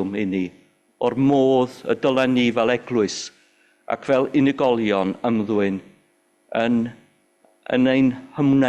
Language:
Welsh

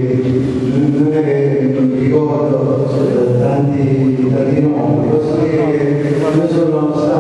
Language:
Italian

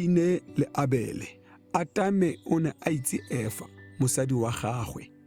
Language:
Tswana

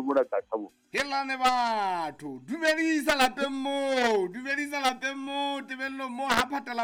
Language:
Southern Sotho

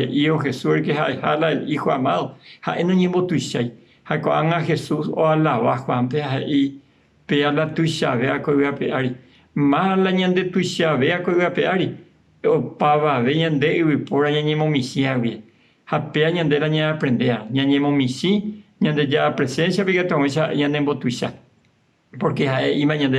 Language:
Guarani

